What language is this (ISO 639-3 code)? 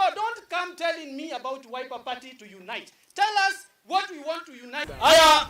kam